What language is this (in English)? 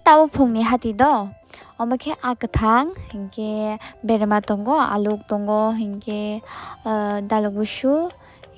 Kok Borok